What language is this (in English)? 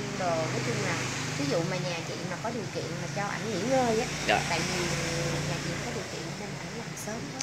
Vietnamese